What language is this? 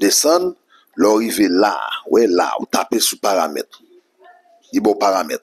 Haitian Creole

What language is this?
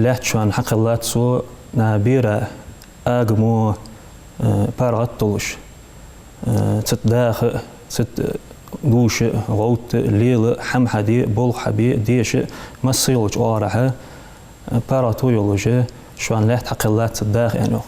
Ingush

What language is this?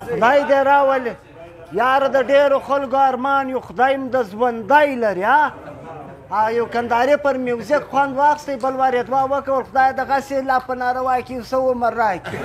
Pashto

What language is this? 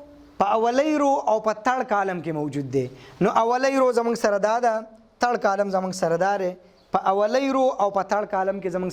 Pashto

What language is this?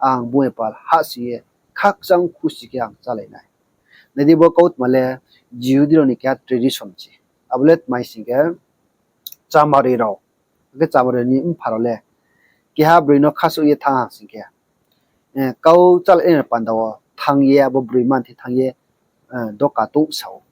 Riang (India)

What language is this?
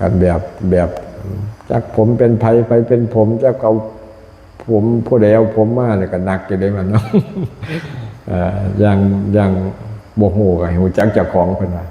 Lao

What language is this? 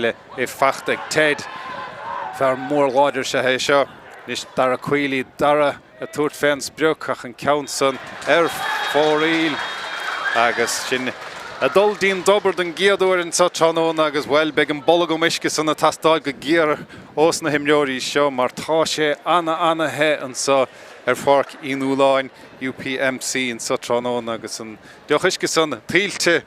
Irish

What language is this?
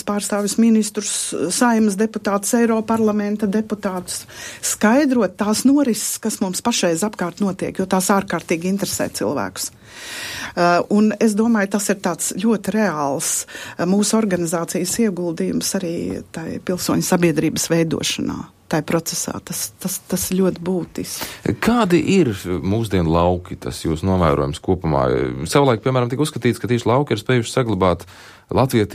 Latvian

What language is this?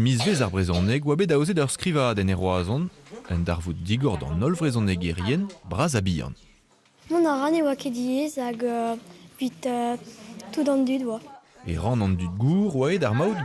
Breton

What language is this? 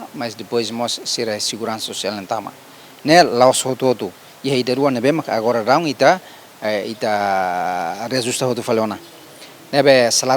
Tetum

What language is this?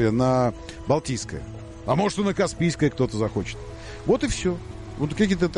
Russian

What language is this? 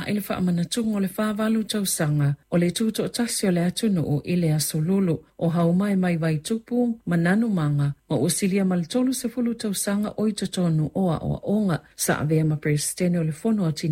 Samoan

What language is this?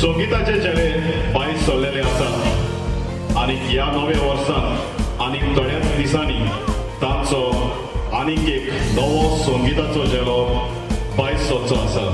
Konkani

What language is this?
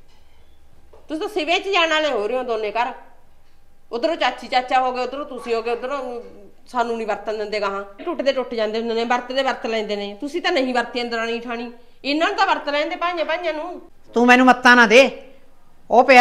Punjabi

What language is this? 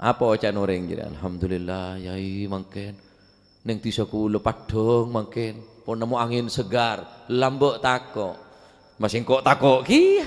Madurese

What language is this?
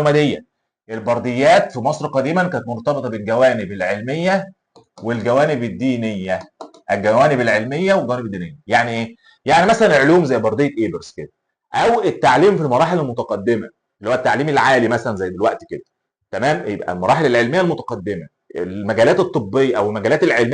Egyptian Arabic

